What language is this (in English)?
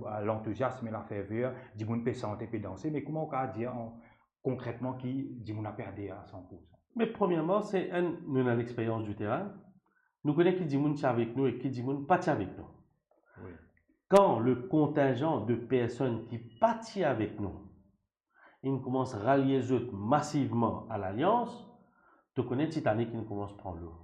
Morisyen